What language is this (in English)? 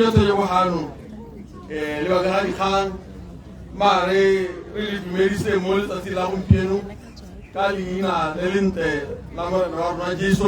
Tswana